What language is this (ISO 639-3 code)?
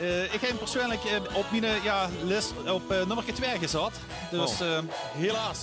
lim